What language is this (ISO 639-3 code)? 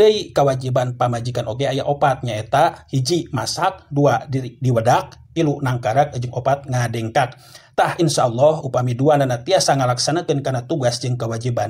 sun